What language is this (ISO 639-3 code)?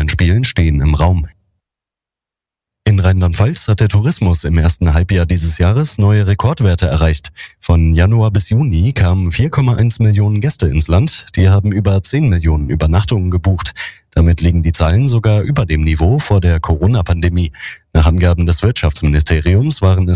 deu